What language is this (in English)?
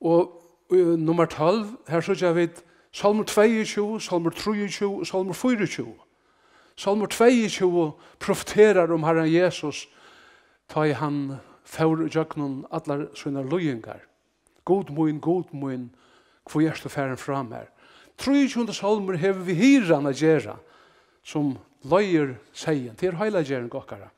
Faroese